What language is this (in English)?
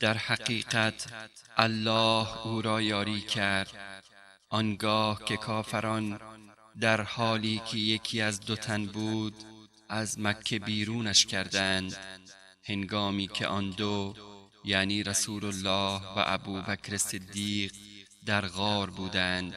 Persian